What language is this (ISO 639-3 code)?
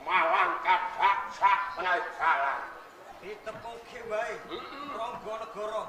jav